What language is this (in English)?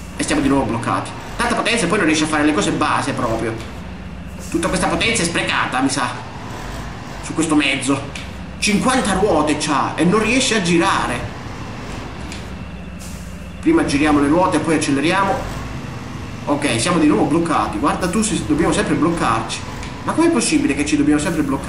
Italian